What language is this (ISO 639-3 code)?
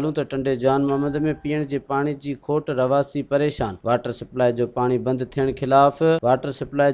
snd